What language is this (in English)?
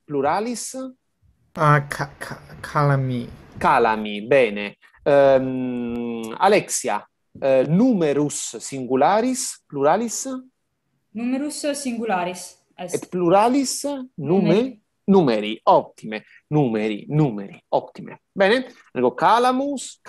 Latin